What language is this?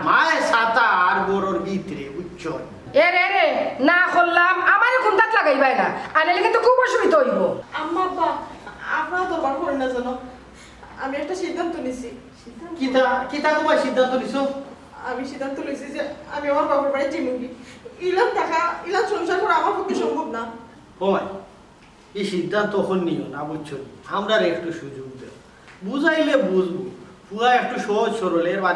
Sylheti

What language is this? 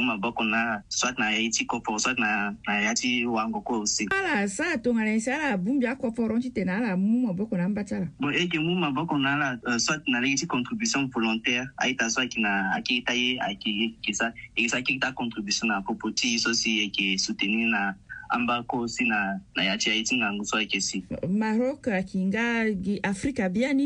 Sango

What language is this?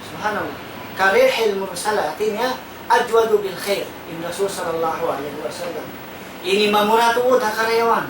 Tausug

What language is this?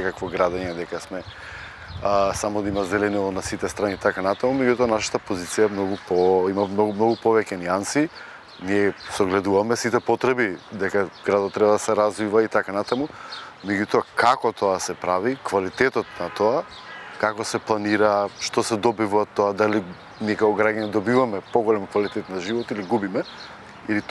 Macedonian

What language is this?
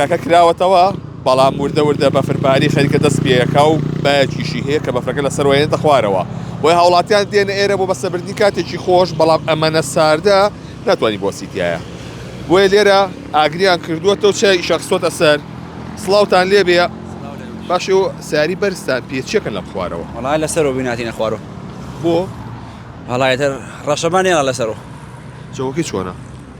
Central Kurdish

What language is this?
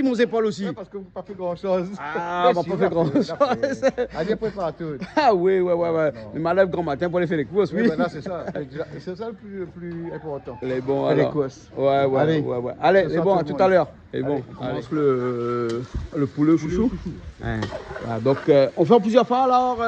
Réunion Creole French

